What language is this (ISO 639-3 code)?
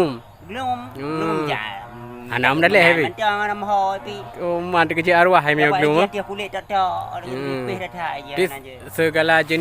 ace